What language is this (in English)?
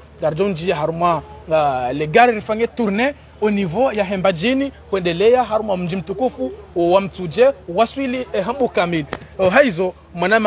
Swahili